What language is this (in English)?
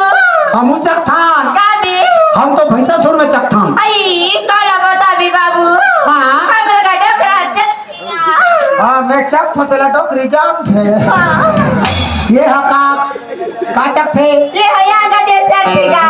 Chhattisgarhi